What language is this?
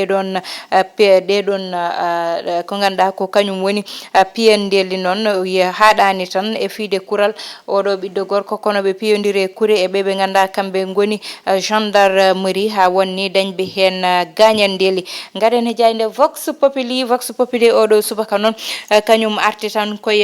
Fula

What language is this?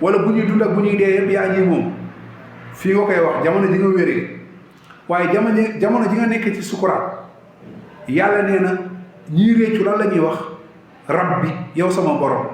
Wolof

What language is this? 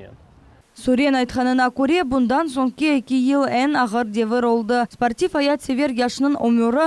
Crimean Tatar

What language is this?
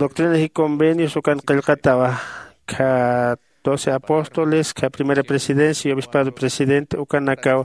Aymara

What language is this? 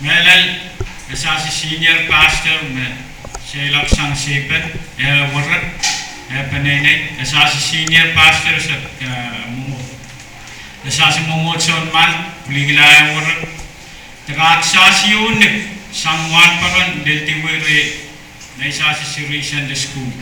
Pohnpeian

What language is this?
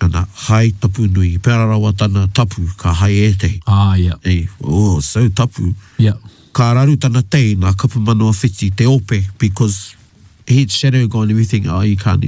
Māori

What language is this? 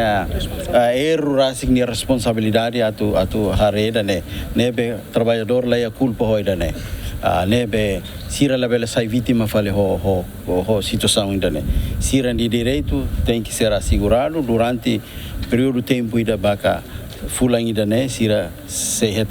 Tetum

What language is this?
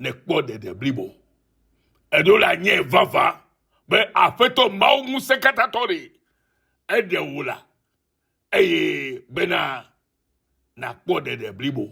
Ewe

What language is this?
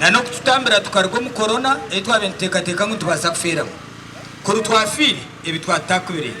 Nyankole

